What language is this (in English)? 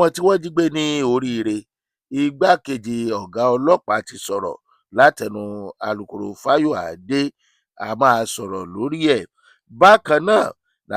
Yoruba